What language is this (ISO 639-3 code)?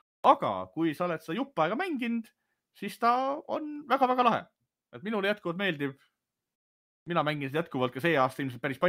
est